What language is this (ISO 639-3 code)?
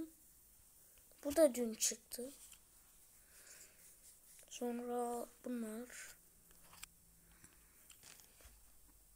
tur